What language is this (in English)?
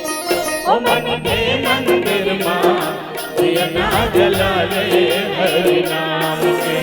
Chhattisgarhi